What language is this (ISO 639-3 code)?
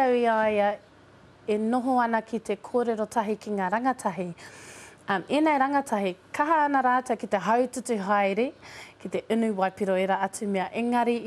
mri